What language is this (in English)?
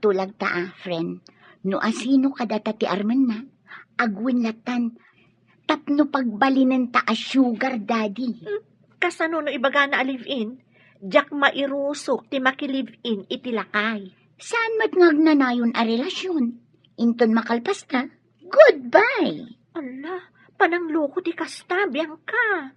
Iloko